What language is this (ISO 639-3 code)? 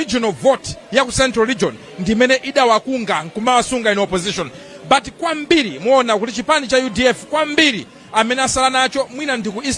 nya